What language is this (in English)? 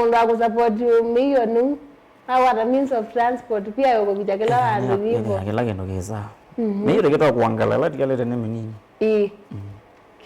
Kamba